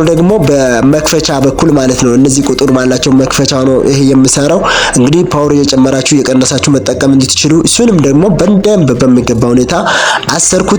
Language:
Amharic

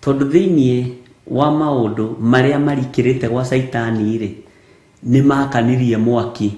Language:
Kikuyu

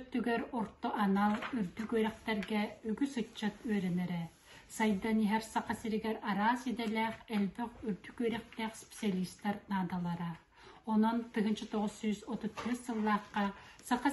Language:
Yakut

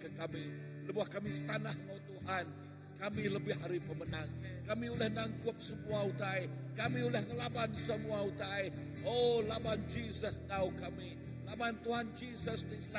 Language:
Iban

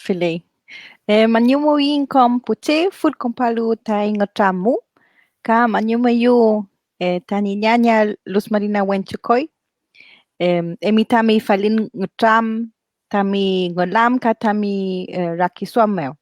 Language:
Mapuche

